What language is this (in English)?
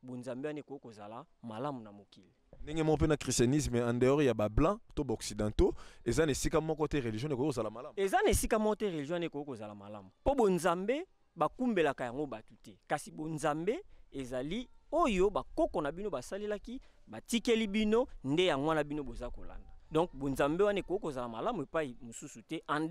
Lingala